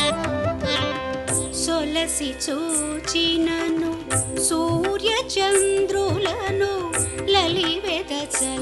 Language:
Telugu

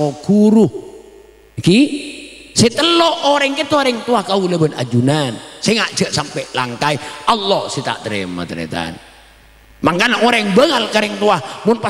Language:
Madurese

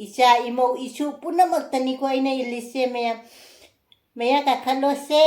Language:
Manipuri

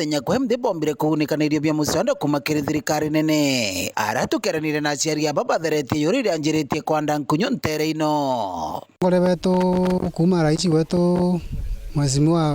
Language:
Meru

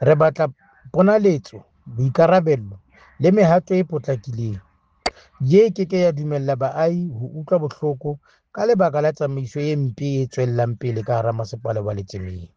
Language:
Southern Sotho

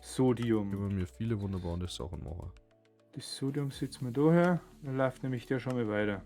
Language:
Bavarian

